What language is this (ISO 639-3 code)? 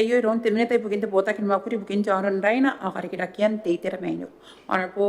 gil